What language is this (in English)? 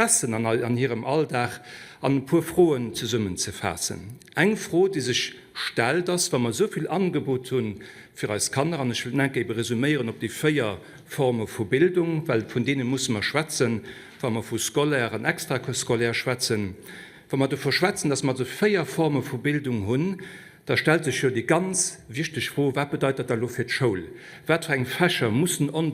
Luxembourgish